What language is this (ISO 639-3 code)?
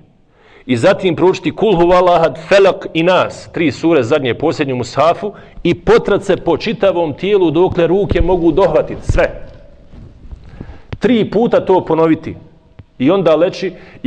bos